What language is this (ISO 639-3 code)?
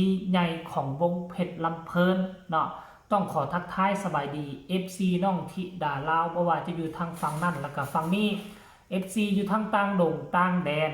tts